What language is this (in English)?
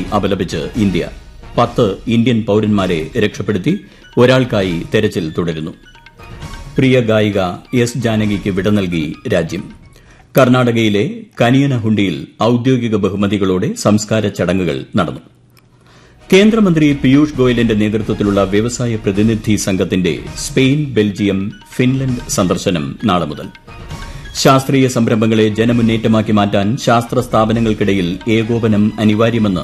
Malayalam